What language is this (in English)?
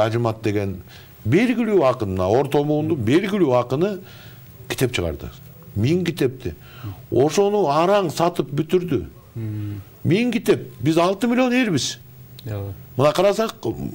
Kyrgyz